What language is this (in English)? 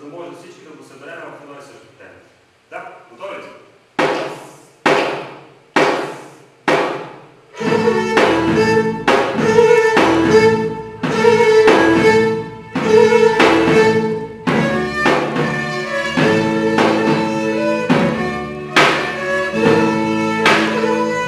Bulgarian